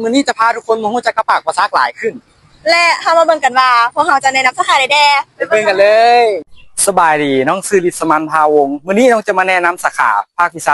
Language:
Lao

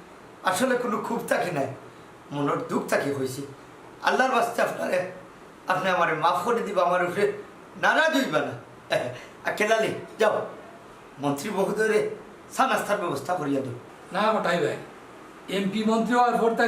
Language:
Sylheti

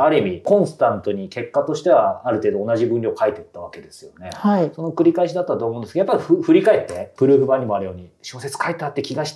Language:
Japanese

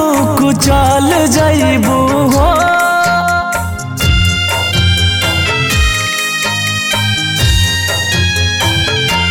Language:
Bhojpuri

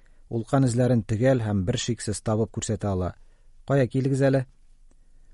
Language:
Tatar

